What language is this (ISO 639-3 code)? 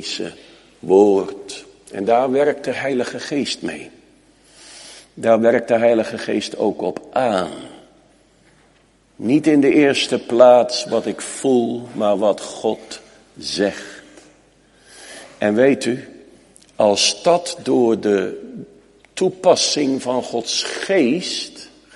nld